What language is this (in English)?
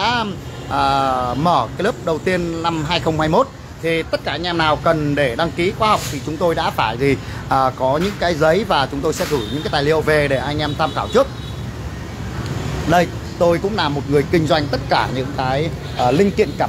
Vietnamese